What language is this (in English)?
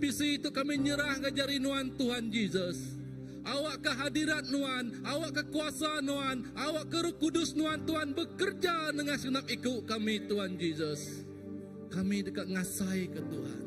Iban